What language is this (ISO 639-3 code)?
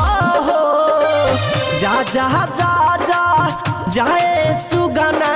bho